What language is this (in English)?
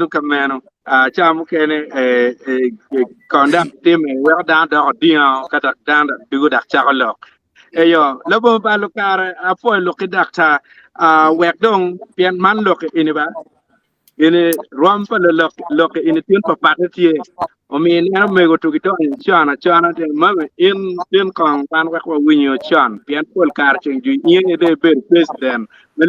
Acoli